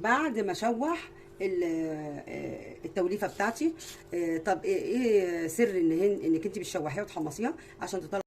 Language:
Egyptian Arabic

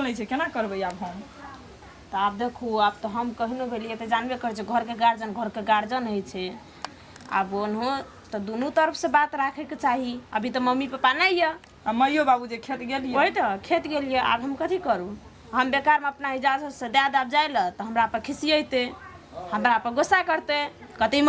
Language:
Maithili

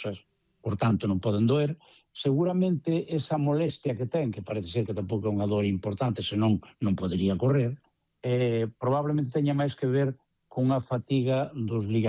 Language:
Galician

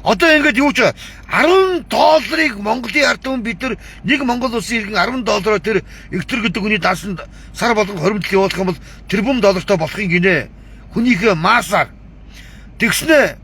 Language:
Mongolian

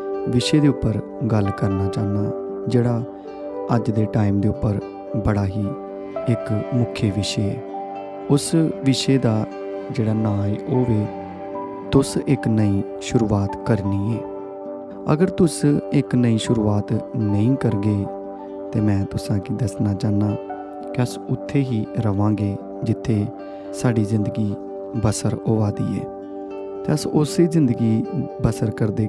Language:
Dogri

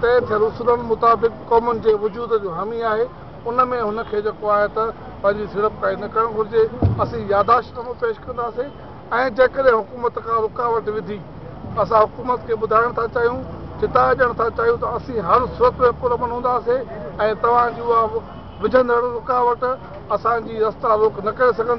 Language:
Sindhi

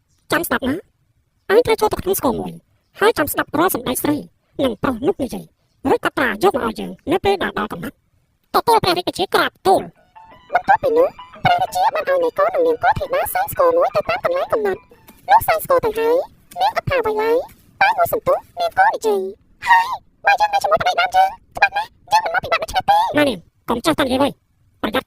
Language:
Khmer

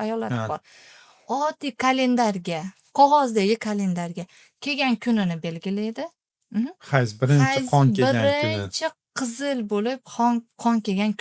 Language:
Uzbek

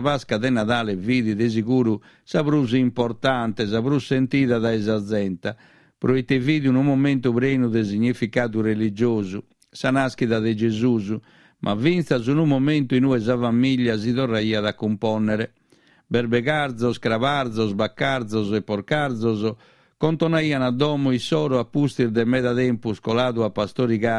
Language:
Sardinian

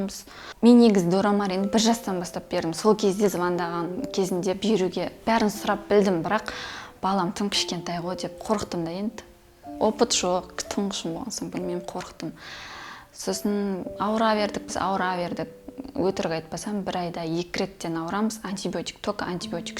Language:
Kazakh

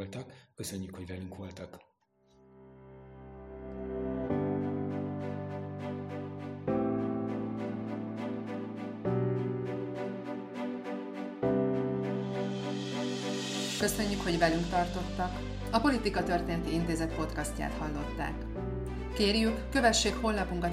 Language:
Hungarian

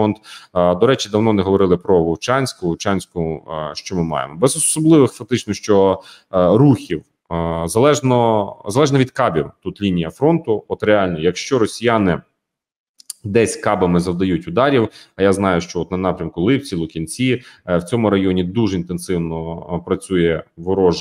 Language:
Ukrainian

